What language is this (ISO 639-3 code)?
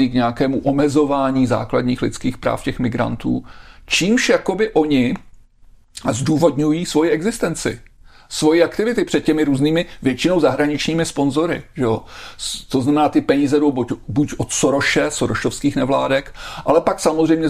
ces